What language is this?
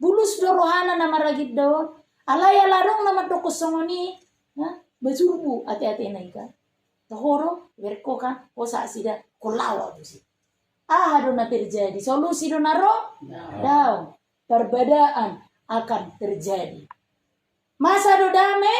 Batak Toba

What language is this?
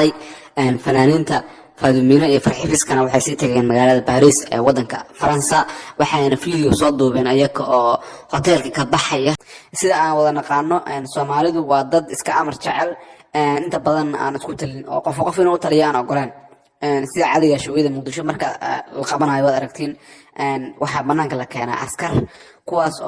Somali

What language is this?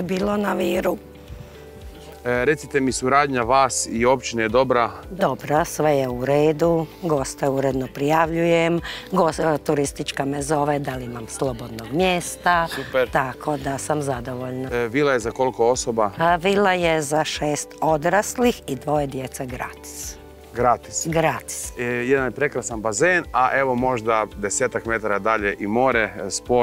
Croatian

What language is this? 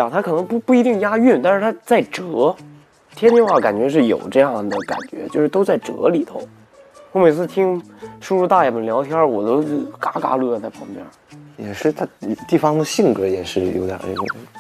Chinese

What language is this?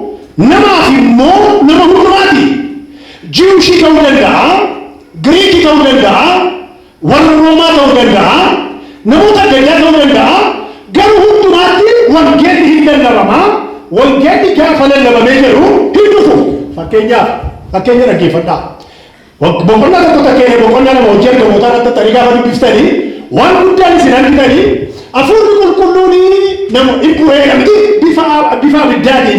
Oromo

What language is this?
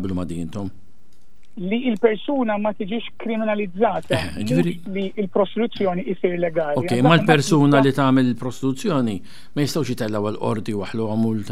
Maltese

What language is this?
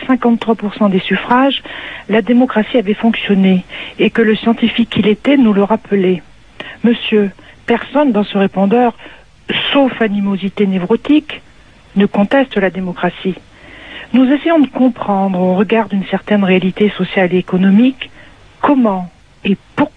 French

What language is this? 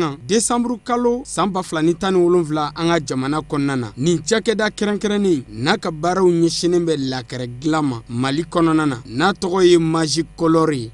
Bambara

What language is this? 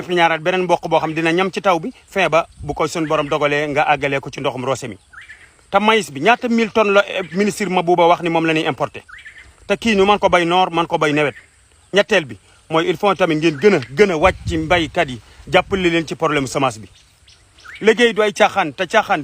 Wolof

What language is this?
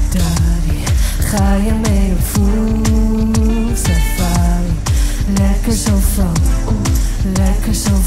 Dutch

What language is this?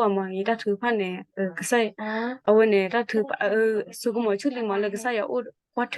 S'gaw Karen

